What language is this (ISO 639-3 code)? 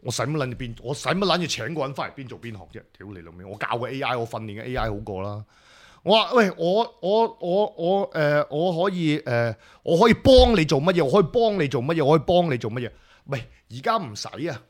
yue